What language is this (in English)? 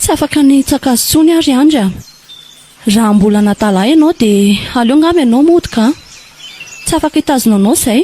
Malagasy